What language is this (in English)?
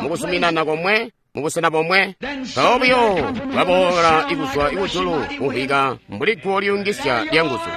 Tonga (Zambia)